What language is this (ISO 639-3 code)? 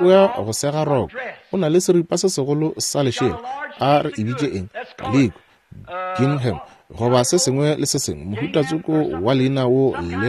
nso